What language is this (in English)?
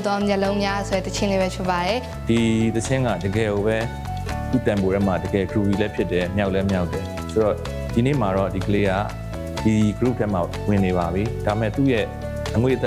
Burmese